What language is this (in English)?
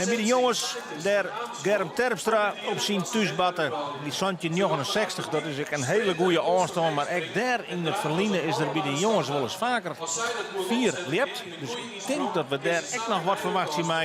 Western Frisian